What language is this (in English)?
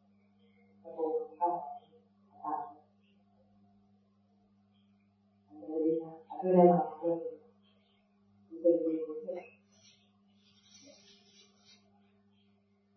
Burmese